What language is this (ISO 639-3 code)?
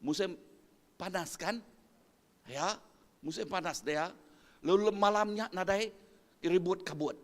iba